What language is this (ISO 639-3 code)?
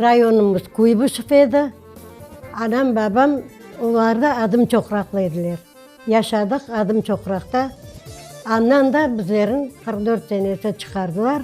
crh